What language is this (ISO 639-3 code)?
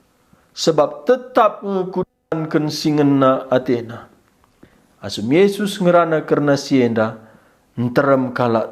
btx